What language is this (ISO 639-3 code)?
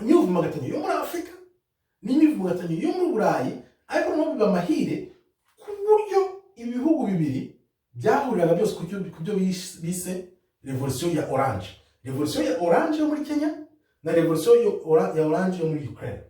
kin